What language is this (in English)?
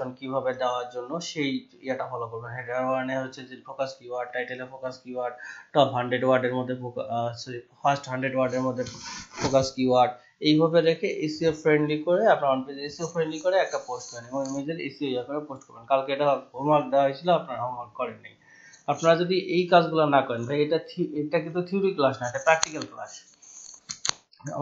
Bangla